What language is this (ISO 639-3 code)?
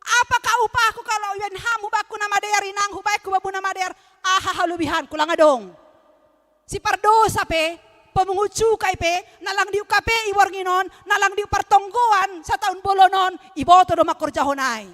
bts